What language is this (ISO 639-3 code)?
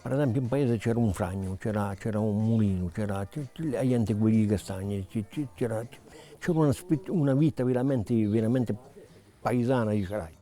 cos